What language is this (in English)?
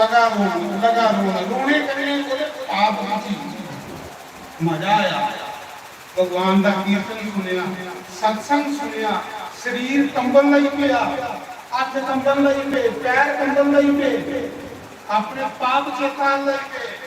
Dogri